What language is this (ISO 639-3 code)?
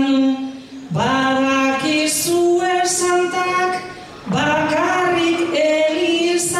eus